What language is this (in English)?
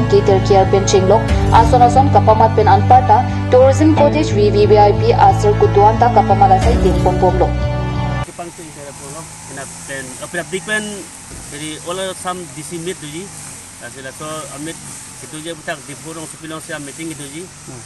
Karbi